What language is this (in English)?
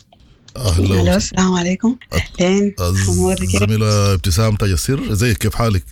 Sudanese Arabic